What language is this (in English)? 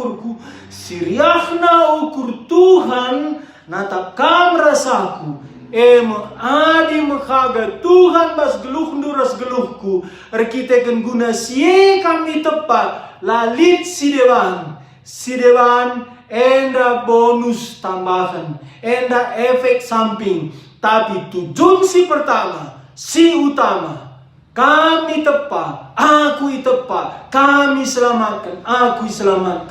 Batak Karo